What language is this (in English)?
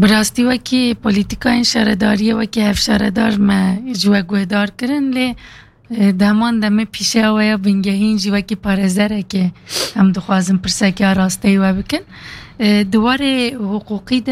Kurdish